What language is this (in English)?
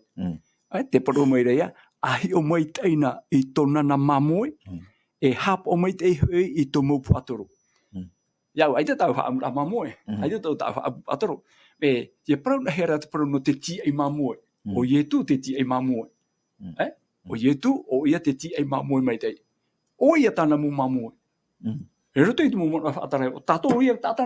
Tahitian